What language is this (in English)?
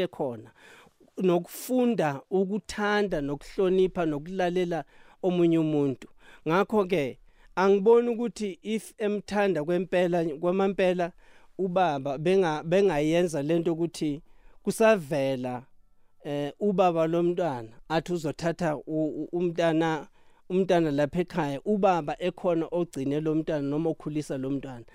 South Ndebele